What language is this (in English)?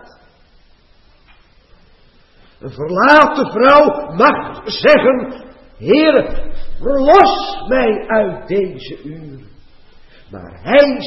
Dutch